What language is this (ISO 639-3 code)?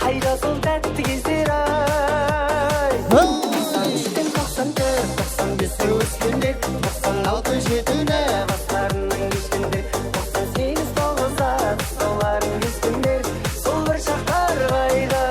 kaa